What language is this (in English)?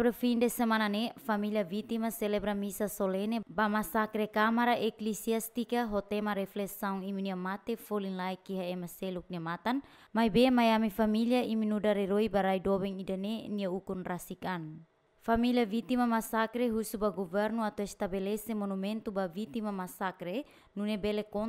Tetum